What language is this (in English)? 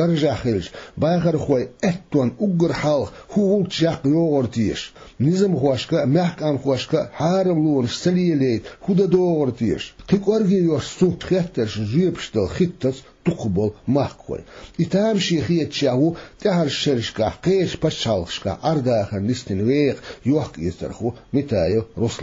Chechen